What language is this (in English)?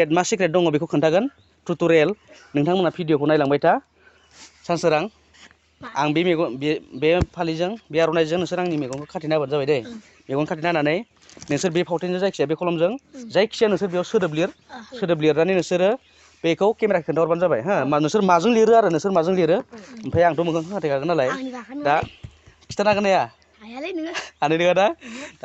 Bodo